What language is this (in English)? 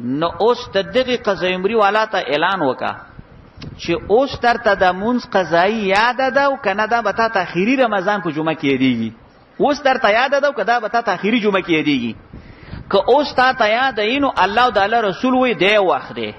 Pashto